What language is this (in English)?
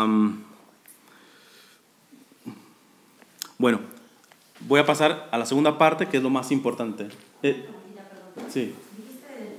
Spanish